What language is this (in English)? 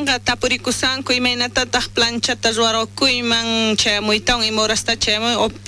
South Bolivian Quechua